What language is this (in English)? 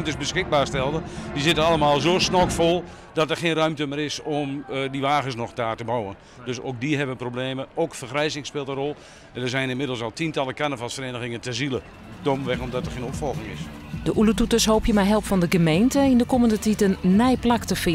Western Frisian